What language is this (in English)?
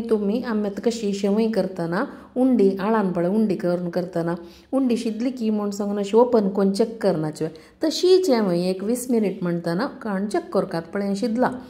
Konkani